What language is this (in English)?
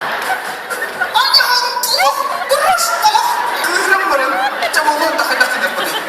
Yakut